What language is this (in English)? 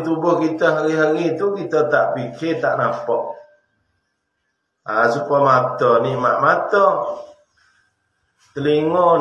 Malay